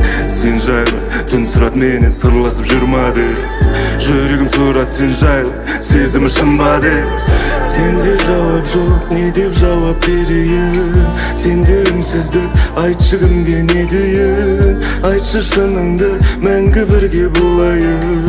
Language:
Kazakh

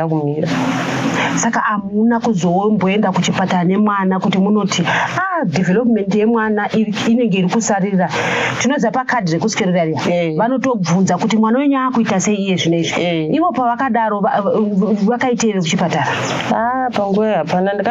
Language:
Shona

